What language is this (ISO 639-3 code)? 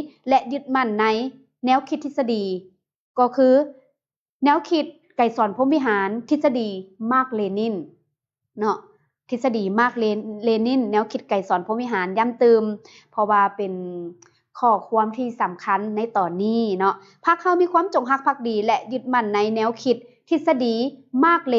lao